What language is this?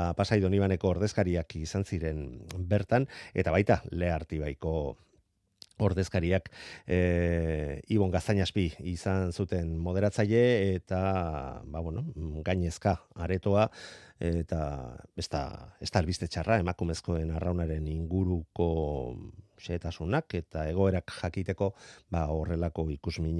Basque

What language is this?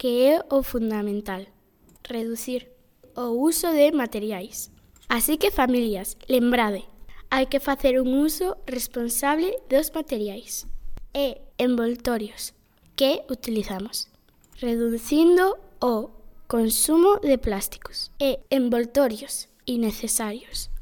Galician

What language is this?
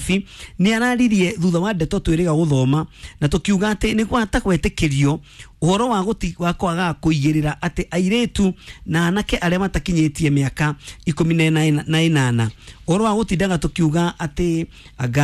Kikuyu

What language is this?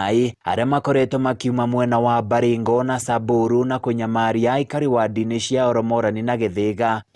Kikuyu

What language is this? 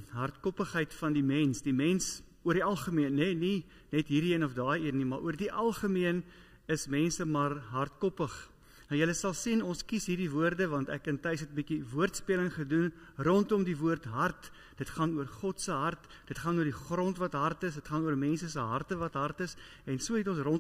Afrikaans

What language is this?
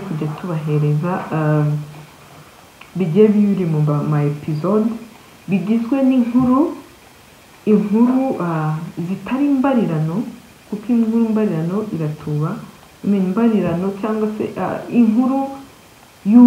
Kinyarwanda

